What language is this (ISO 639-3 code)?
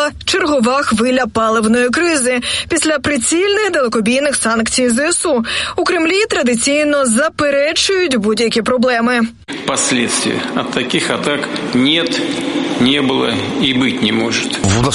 ukr